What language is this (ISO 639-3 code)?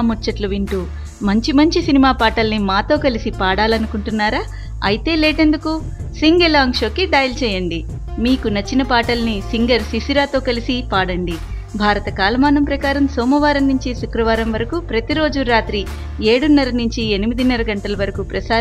tel